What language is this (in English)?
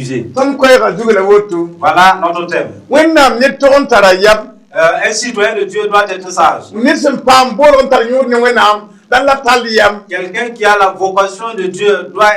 Mossi